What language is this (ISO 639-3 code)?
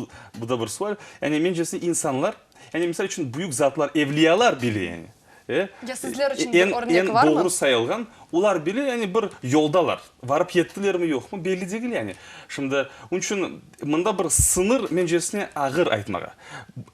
crh